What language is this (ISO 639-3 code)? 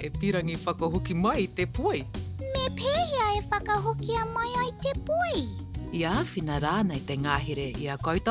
mri